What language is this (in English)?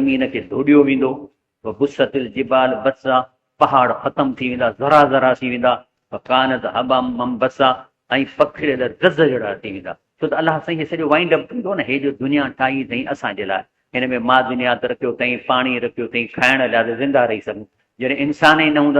Sindhi